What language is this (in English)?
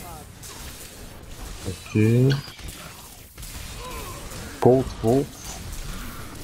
Bulgarian